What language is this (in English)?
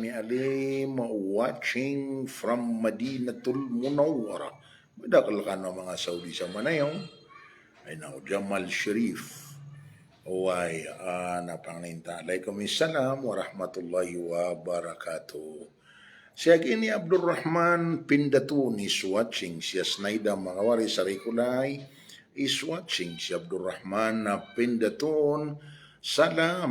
Maranao